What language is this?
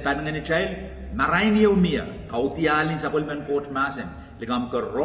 Pohnpeian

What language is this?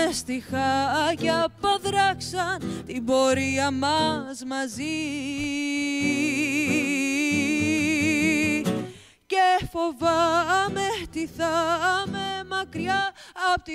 Greek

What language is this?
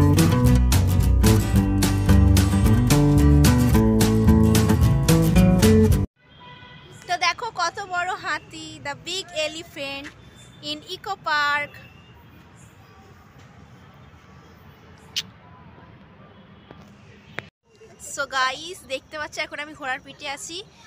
Bangla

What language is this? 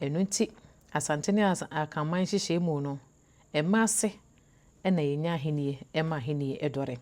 Akan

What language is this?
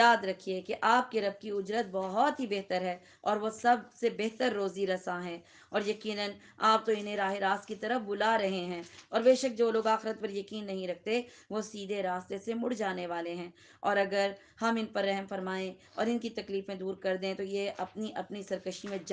Urdu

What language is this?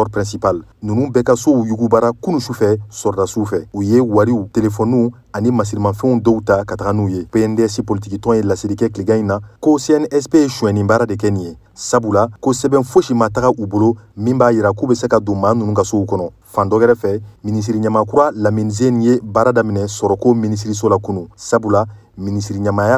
Bambara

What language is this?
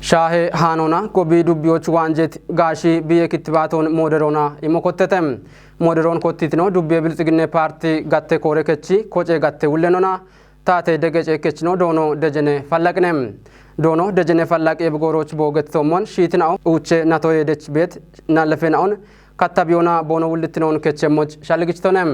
Kafa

